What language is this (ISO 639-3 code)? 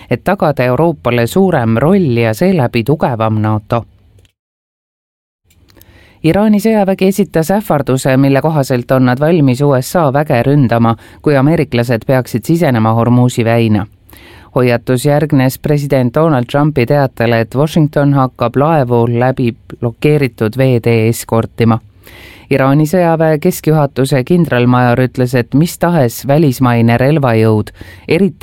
est